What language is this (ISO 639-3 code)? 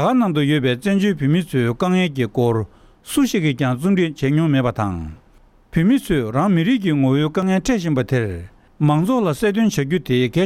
bod